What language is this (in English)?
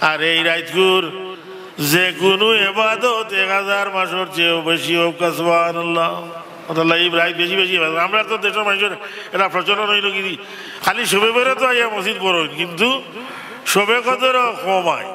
Sylheti